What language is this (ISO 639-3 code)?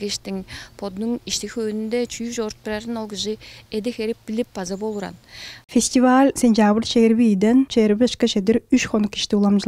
tyv